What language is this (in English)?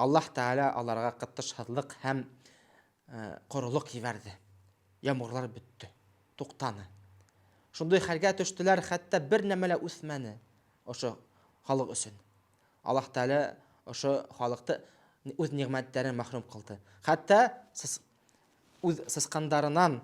Bashkir